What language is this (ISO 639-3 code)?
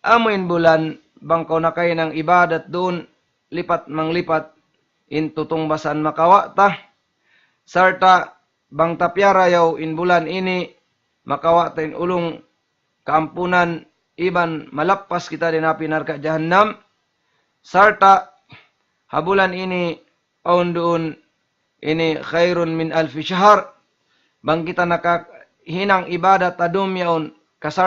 tsg